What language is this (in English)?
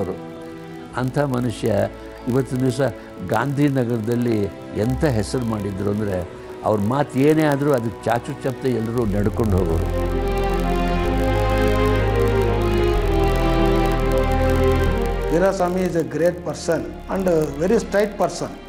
Kannada